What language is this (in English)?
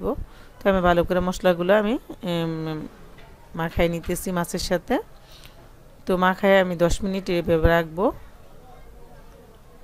Bangla